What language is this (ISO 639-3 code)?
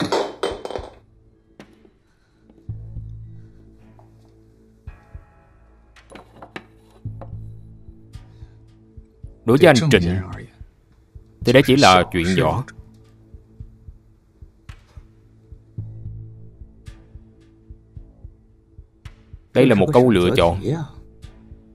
vie